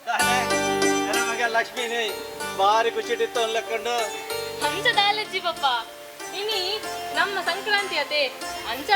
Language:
Tulu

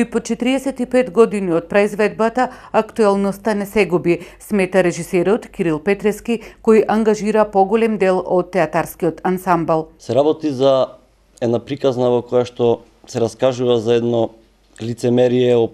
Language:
Macedonian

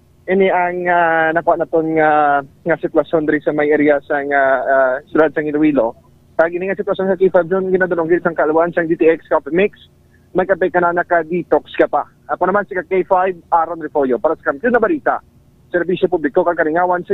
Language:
Hiligaynon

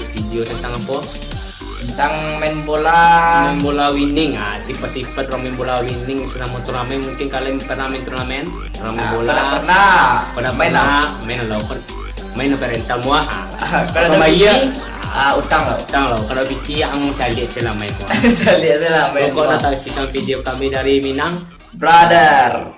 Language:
Minangkabau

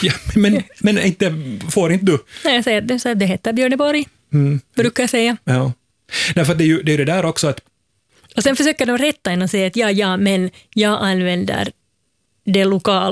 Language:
Swedish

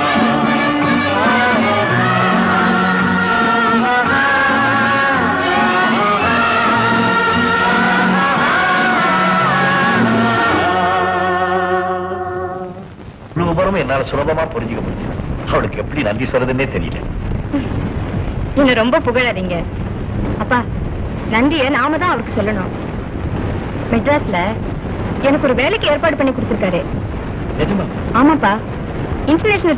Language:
Tamil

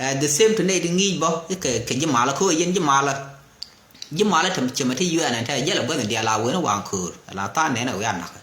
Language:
Nuer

